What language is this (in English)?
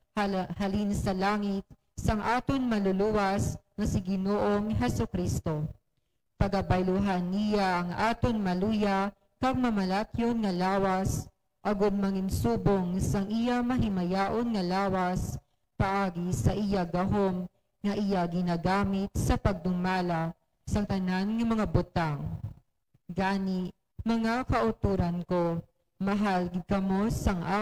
Hiligaynon